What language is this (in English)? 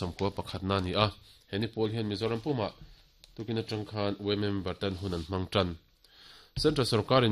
Mizo